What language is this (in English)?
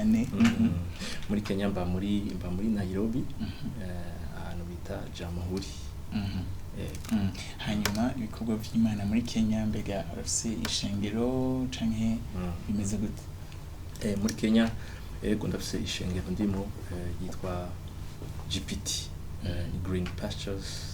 Rundi